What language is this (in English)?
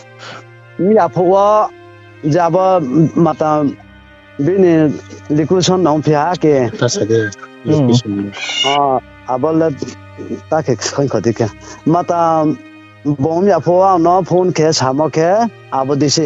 Riang (India)